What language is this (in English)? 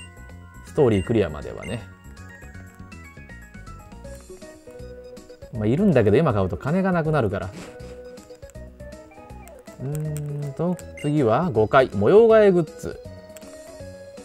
Japanese